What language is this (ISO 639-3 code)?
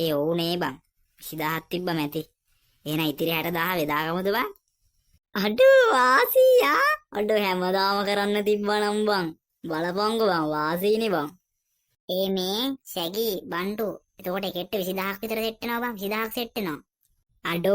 sin